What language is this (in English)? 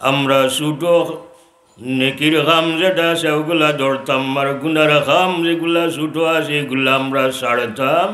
Sylheti